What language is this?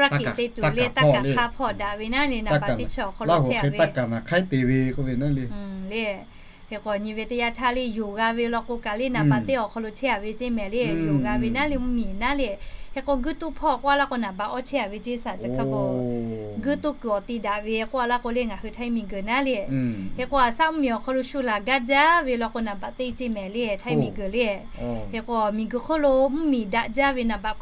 Lahu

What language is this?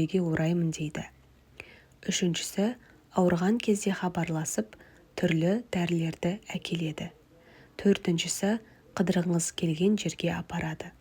Kazakh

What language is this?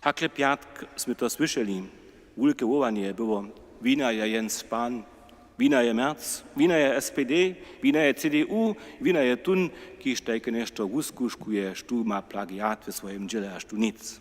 Upper Sorbian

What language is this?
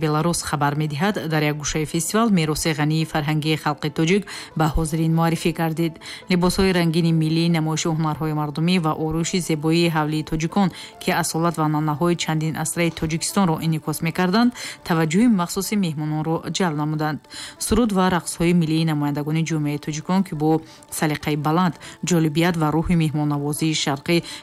Tajik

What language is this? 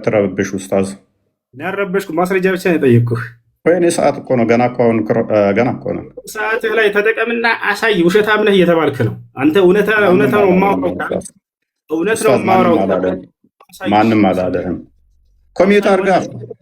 Amharic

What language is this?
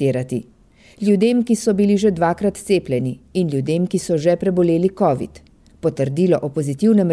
Slovenian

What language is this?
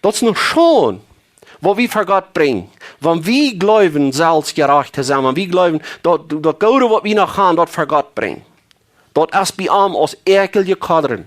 Plautdietsch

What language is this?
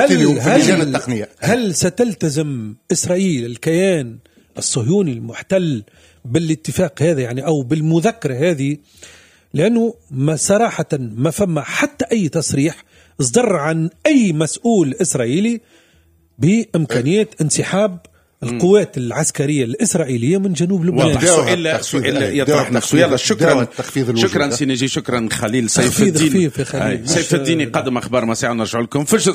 Tunisian Arabic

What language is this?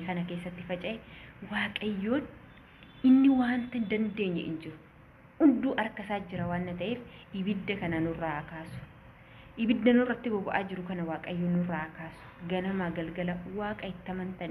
Oromo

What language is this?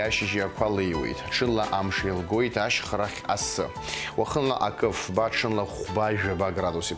Abkhazian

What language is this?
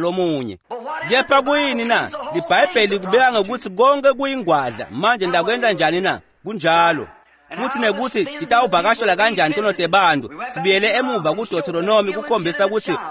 Swati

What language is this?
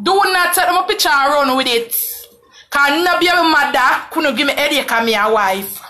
Jamaican Creole English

